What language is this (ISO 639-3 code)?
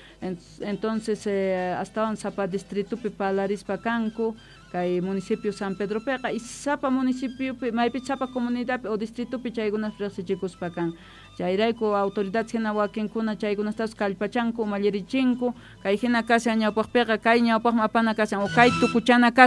quh